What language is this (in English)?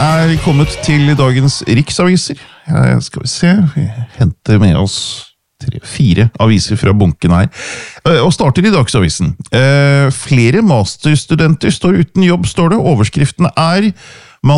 Norwegian